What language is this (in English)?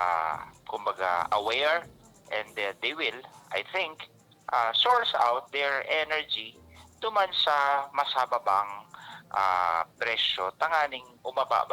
Bikol